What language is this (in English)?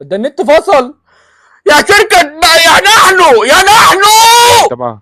Egyptian Arabic